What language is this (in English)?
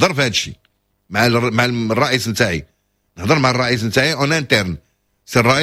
Moroccan Arabic